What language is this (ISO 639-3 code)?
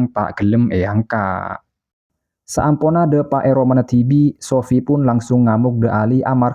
mad